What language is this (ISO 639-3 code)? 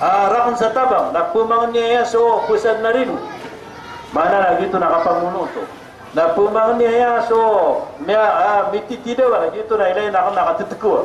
mrw